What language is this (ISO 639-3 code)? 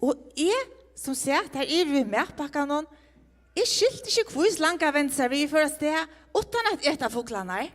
fao